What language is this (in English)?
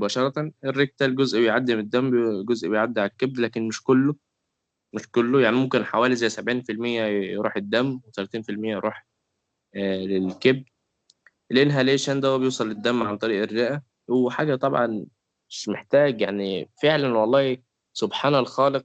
Egyptian Arabic